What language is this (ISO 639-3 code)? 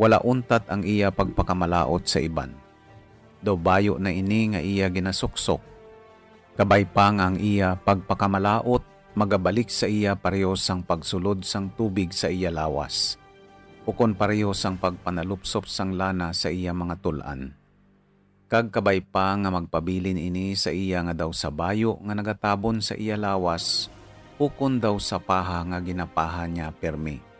hil